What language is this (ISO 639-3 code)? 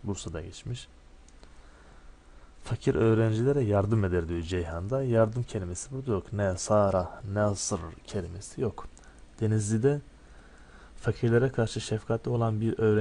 tur